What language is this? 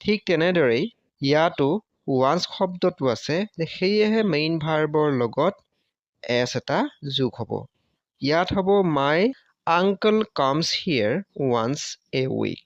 Assamese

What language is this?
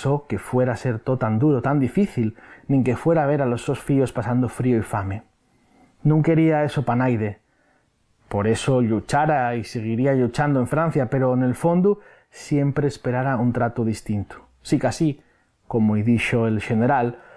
Asturian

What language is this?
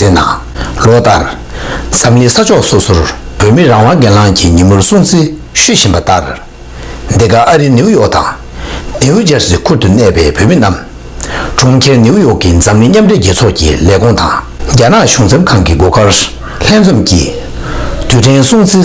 Tibetan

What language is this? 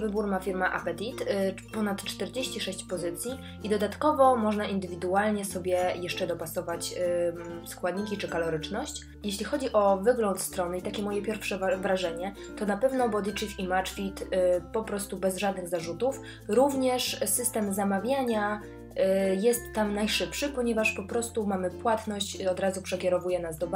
Polish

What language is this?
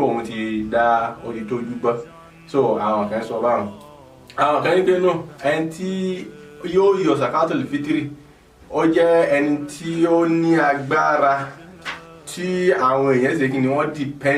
Yoruba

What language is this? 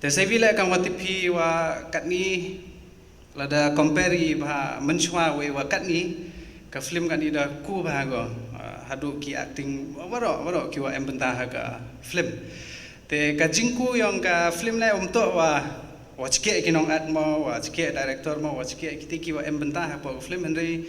Pnar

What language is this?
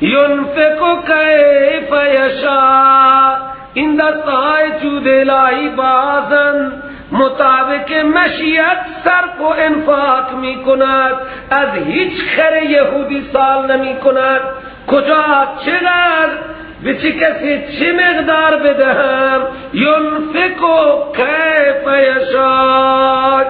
Persian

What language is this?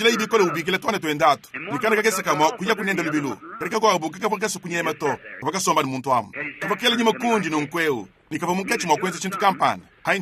Luba-Lulua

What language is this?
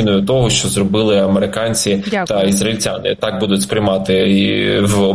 Ukrainian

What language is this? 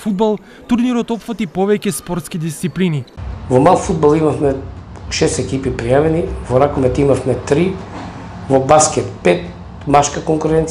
Macedonian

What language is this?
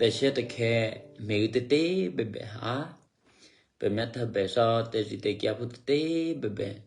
Eastern Kayah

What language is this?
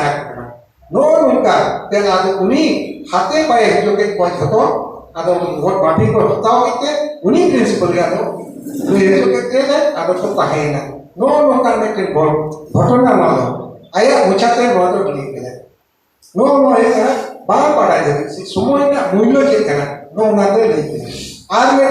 Santali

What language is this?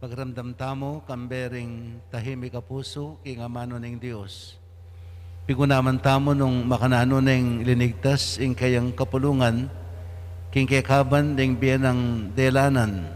Pampanga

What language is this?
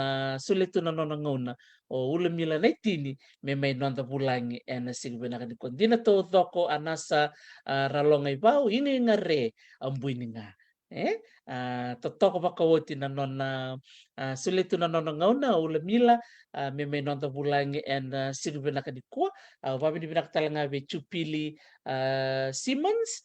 Fijian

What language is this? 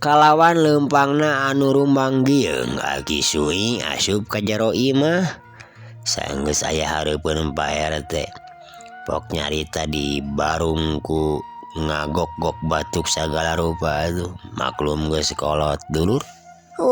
Sundanese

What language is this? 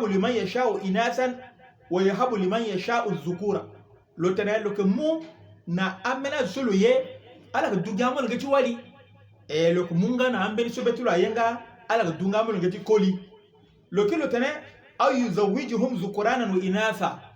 Sango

